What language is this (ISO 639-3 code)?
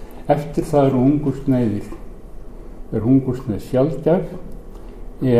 isl